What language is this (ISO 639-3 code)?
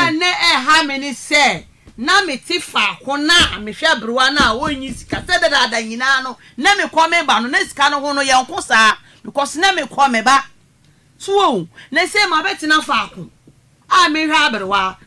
aka